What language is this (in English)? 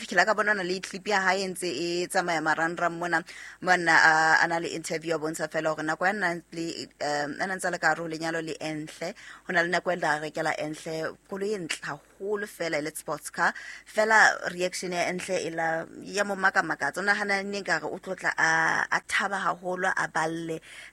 Southern Sotho